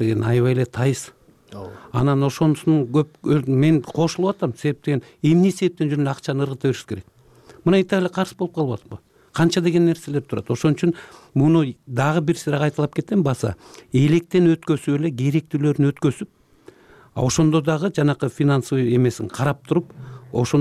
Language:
Kyrgyz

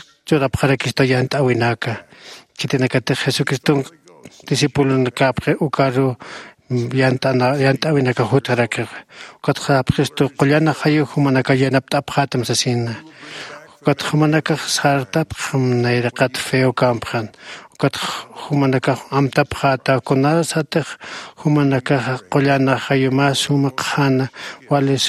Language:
Aymara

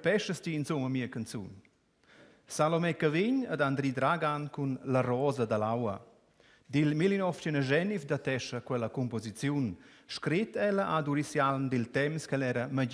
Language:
Romansh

